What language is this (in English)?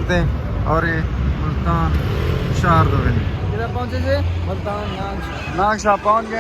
Saraiki